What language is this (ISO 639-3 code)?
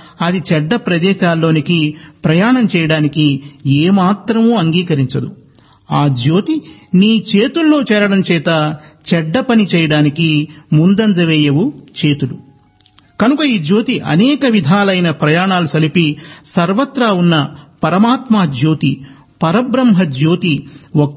tel